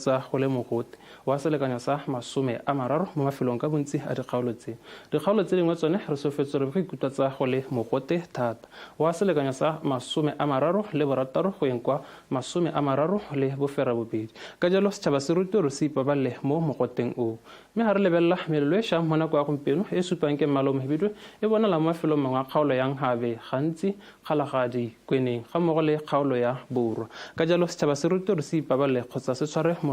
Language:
Tswana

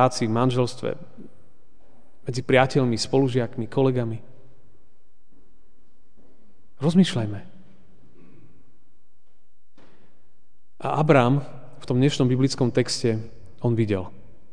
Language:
Slovak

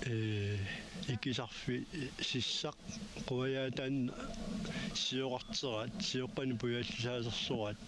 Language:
Kalaallisut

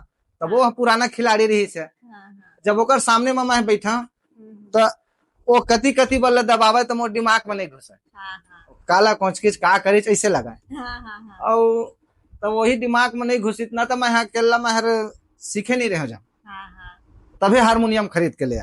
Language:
Chhattisgarhi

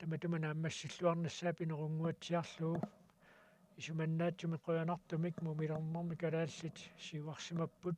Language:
Kalaallisut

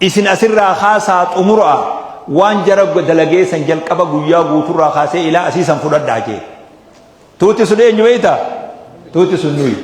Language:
Oromo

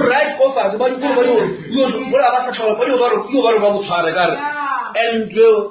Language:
Northern Sotho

